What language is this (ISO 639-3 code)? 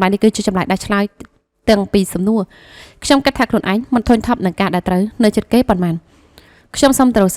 khm